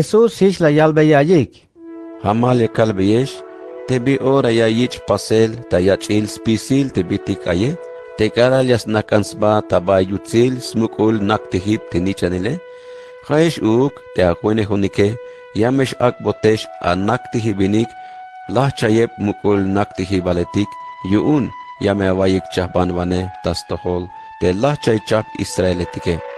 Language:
Tzeltal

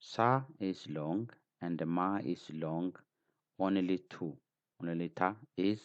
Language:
English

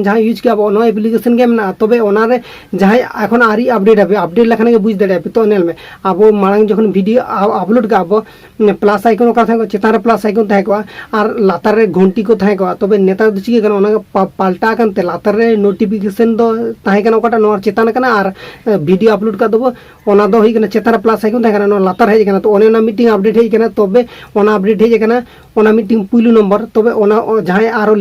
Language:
Santali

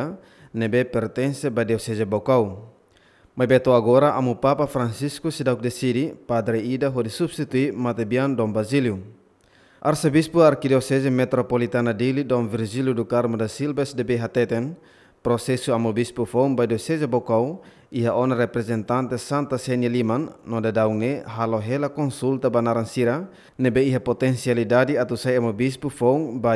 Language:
Tetum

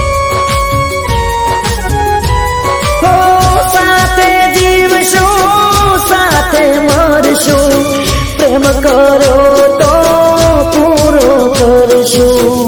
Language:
Gujarati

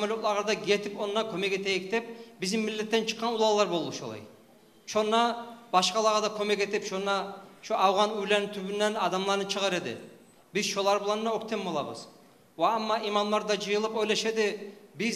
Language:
Kumyk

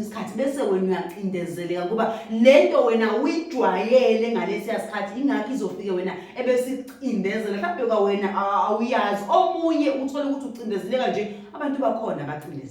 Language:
Zulu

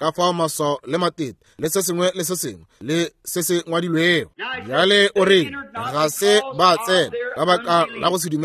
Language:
Northern Sotho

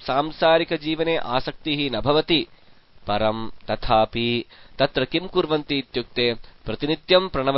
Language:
Sanskrit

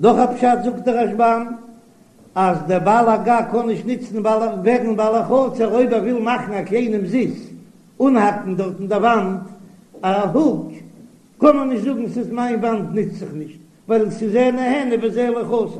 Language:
Yiddish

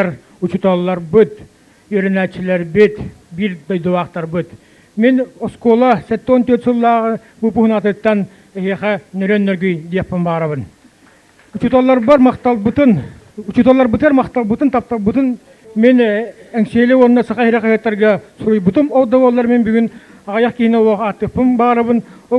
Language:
Yakut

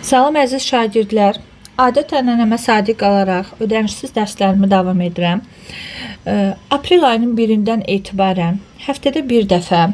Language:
Azerbaijani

